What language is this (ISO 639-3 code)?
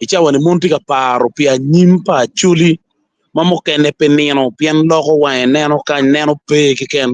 ach